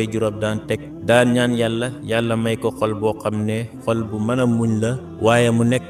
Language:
Wolof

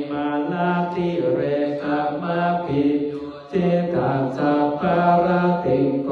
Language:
Pali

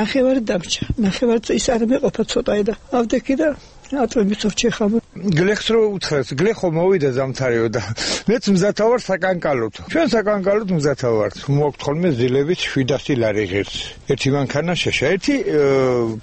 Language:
Georgian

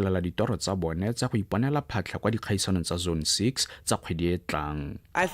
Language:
Tswana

